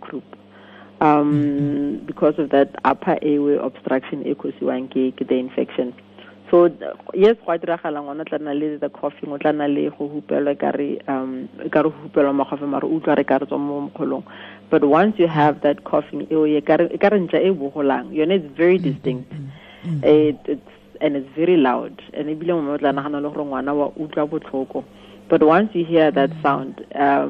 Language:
Tswana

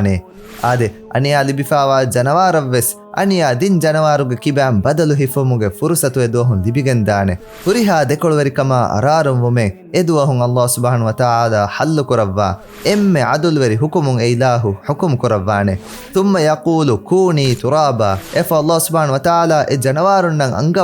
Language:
Divehi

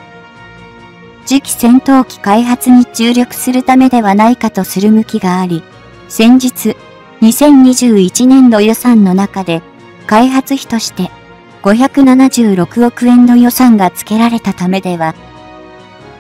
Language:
Japanese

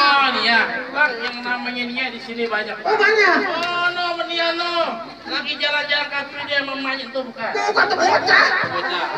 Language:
Betawi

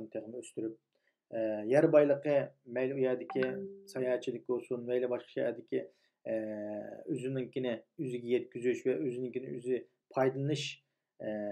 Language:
Uyghur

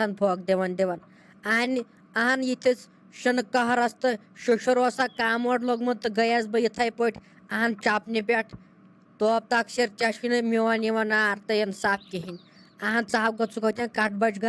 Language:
Kashmiri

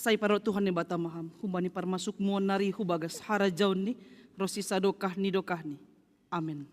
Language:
Batak Simalungun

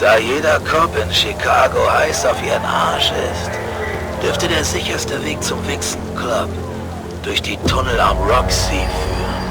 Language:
Bavarian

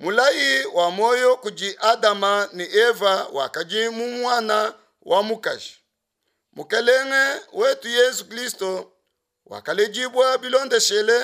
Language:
Luba-Lulua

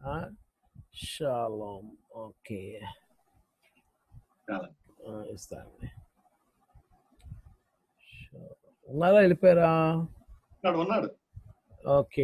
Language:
Telugu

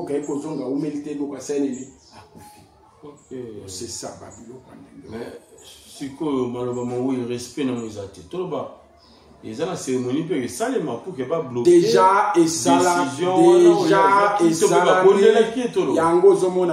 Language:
Lingala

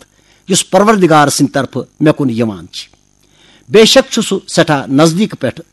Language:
Kashmiri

